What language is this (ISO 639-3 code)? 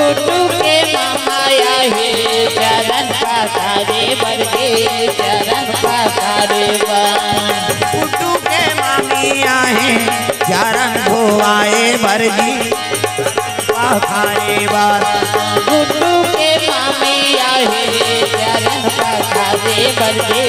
hne